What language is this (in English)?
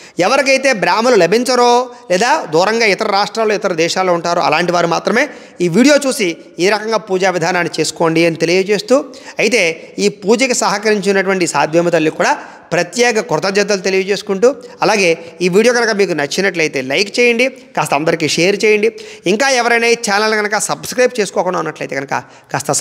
Telugu